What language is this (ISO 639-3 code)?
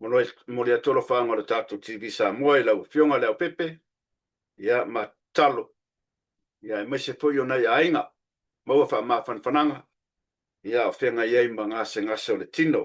smo